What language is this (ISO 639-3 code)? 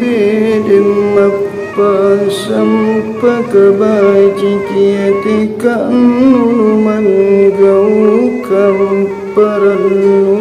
mak